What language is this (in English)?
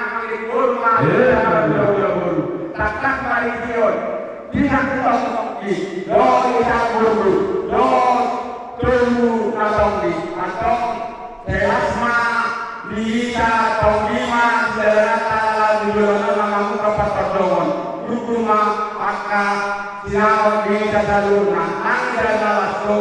Batak Toba